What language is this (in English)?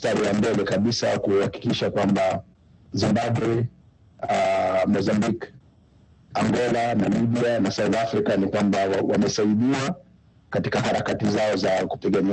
Swahili